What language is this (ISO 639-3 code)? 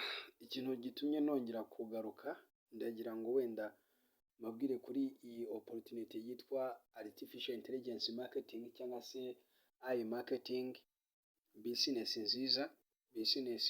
kin